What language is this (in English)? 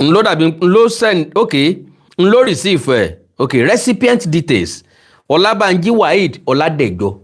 Yoruba